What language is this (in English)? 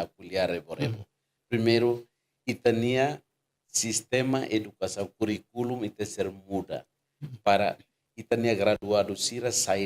Tetum